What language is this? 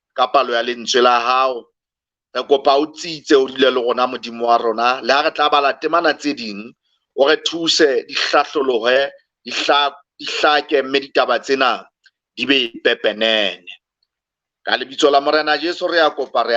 Southern Sotho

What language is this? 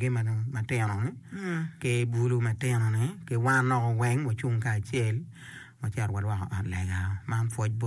Acoli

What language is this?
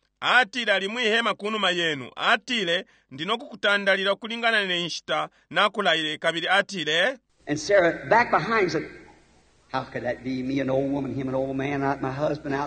Bemba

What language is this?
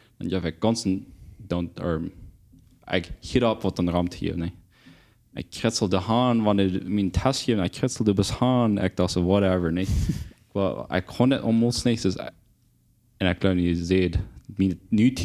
Plautdietsch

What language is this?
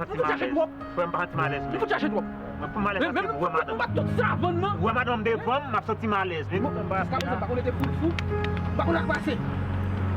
Haitian Creole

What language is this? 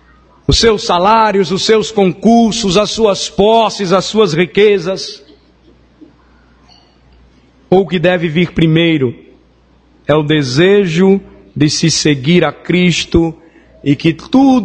Portuguese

